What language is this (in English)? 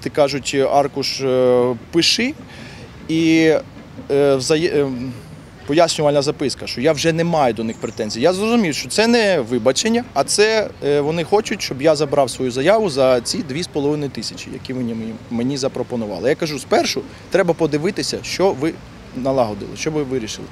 Ukrainian